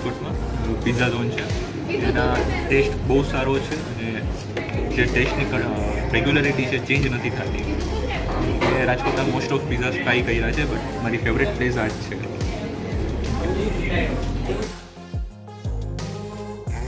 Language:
Gujarati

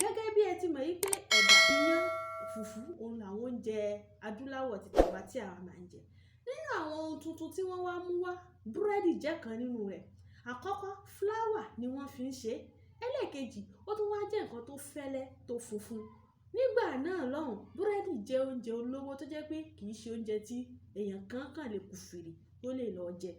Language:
Yoruba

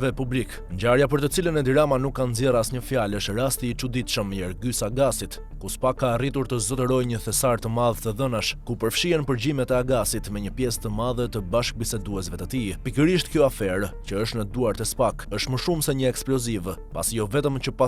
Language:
Albanian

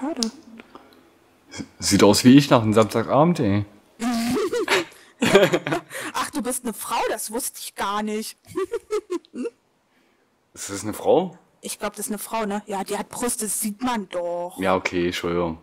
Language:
German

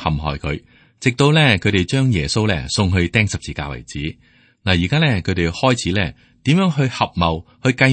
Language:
Cantonese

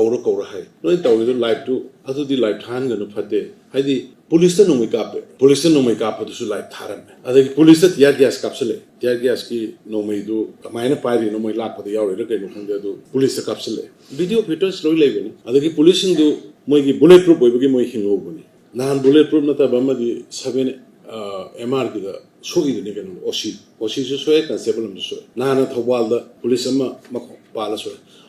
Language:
Manipuri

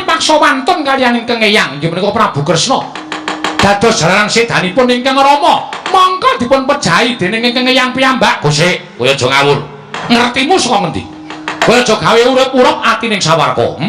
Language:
Javanese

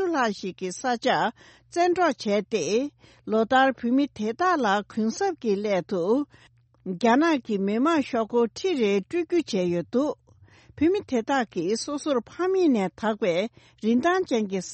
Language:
Tibetan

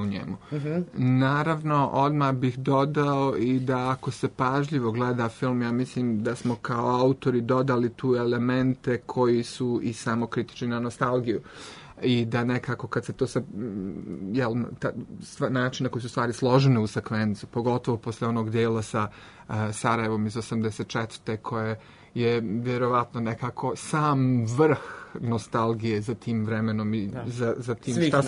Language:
Serbian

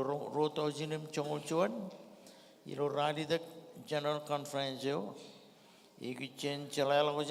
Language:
Marshallese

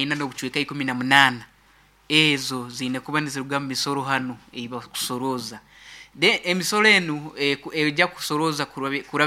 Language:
Nyoro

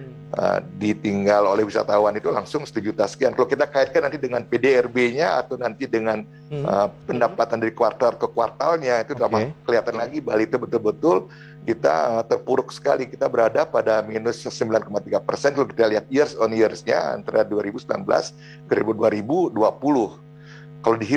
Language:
Indonesian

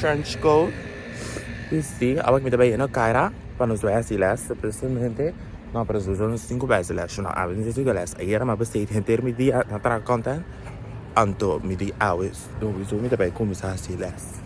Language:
Papiamento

